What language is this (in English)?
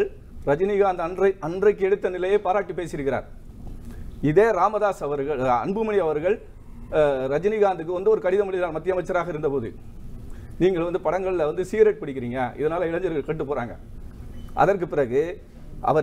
Tamil